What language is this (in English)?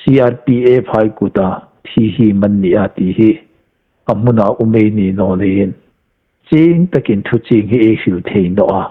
Hmar